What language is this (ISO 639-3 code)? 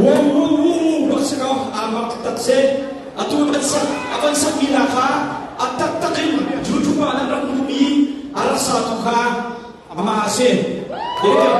cnh